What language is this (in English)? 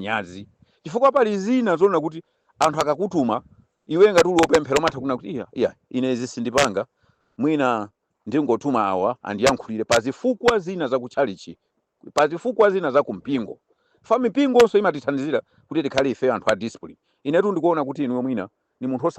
Nyanja